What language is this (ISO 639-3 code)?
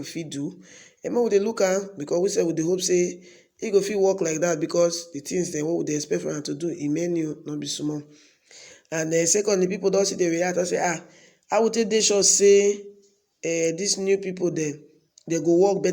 pcm